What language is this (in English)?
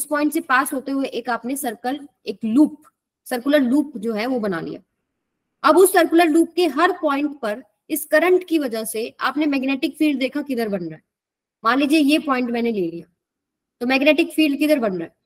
Hindi